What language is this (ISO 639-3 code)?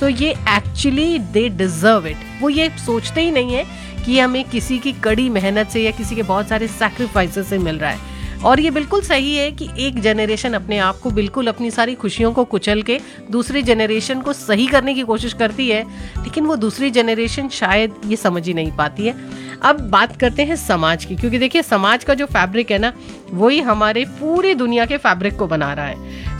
hin